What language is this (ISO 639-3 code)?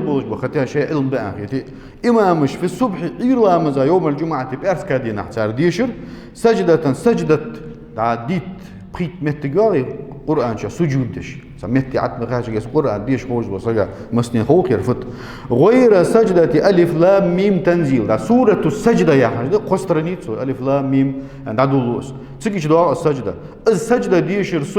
inh